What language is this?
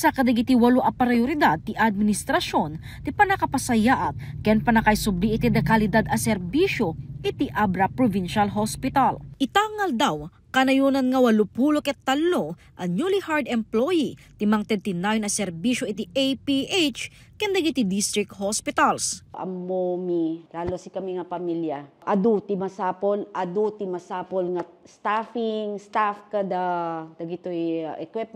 Iloko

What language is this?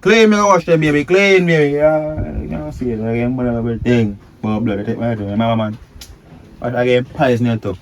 Jamaican Creole English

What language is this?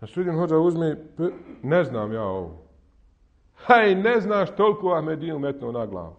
Bosnian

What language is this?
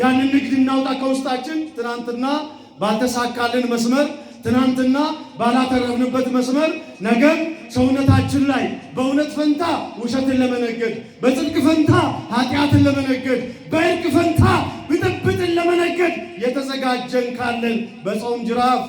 Amharic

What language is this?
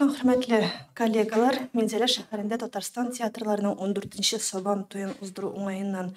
Tatar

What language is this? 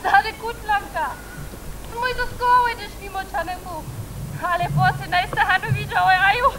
Upper Sorbian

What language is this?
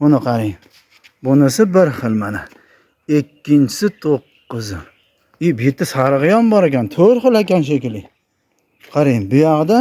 Uzbek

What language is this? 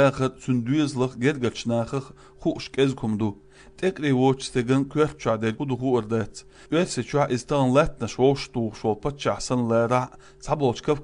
Chechen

